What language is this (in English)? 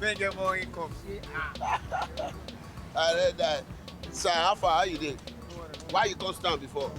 Nigerian Pidgin